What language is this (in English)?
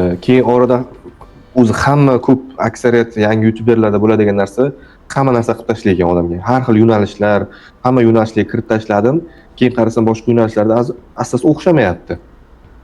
Uzbek